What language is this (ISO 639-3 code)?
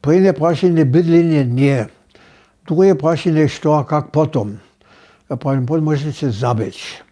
hsb